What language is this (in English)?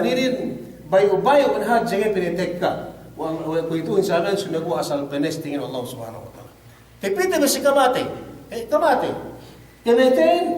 Yakan